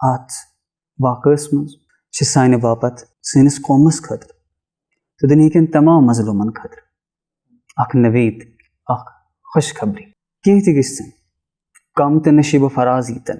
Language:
Kashmiri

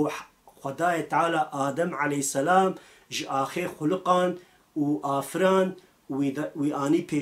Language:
Kurdish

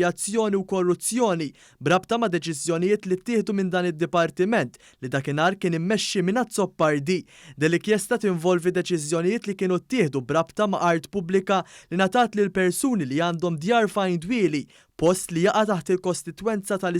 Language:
Maltese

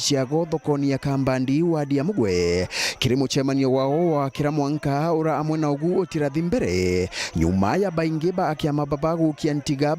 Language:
Meru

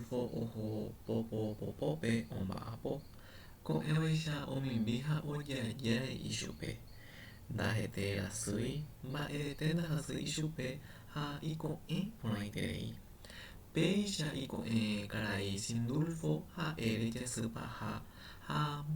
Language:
Guarani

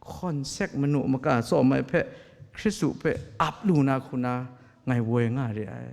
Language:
Kachin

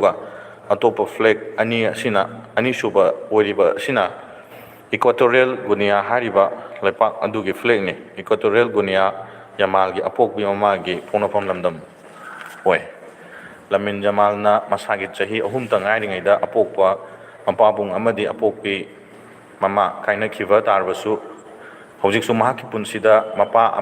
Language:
Manipuri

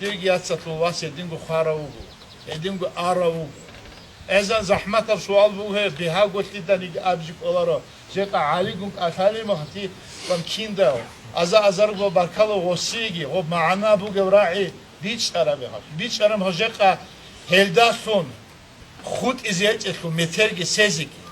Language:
Avaric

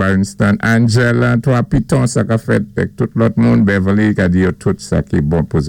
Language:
Saint Lucian Creole French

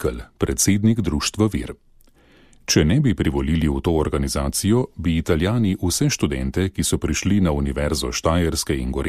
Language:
Slovenian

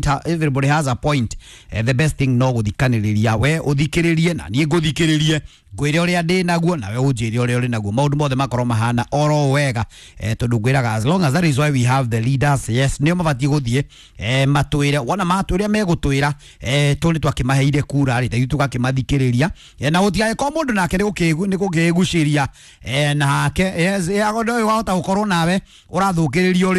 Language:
Kikuyu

